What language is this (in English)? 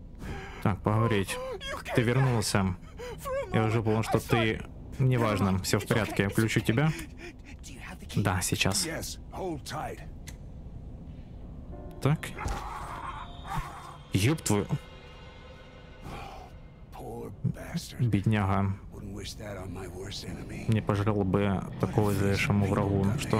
Russian